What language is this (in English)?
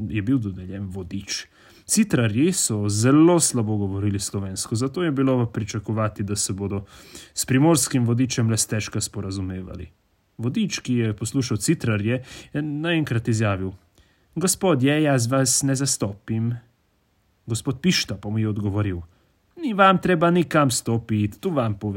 Slovenian